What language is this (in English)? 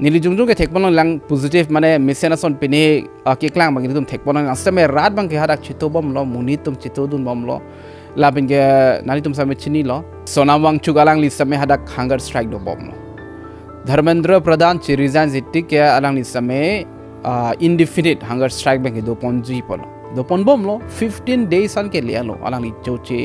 Karbi